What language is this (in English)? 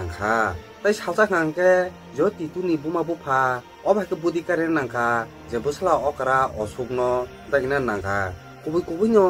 Kok Borok